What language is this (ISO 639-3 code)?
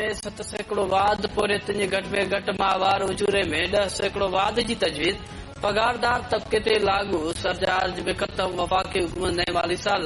snd